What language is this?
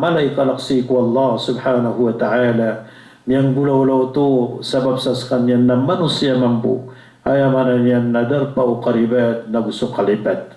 Maranao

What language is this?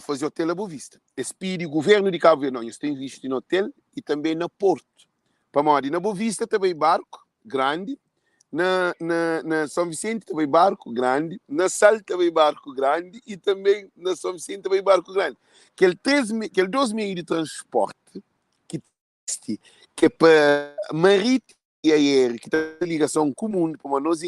Kabuverdianu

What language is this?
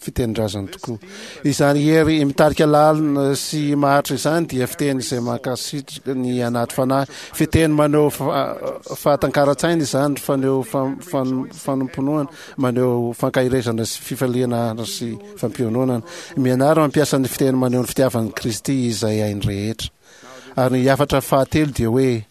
Malagasy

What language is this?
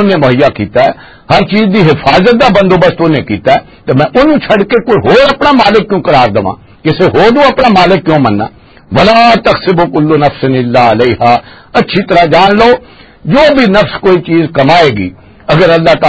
Western Panjabi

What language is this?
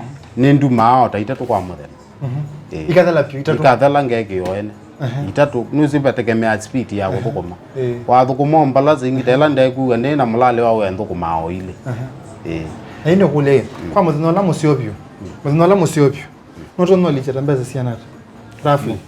Kamba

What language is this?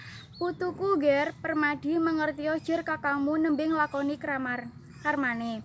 Javanese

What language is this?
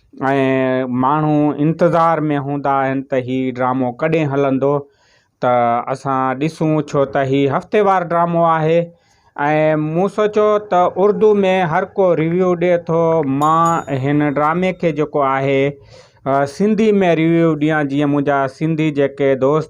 Sindhi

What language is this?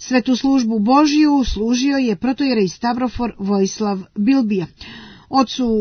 Serbian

